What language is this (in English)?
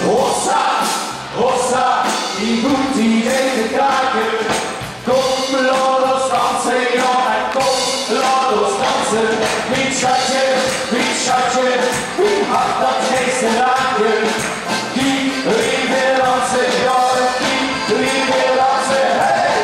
Limburgish